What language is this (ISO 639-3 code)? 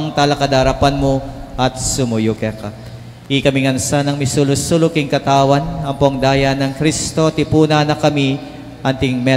pam